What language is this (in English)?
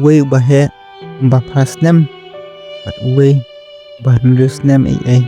Khasi